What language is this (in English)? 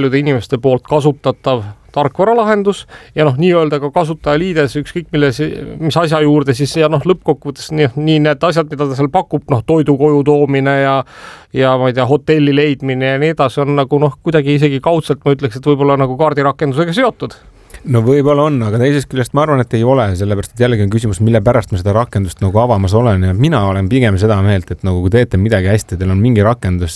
Estonian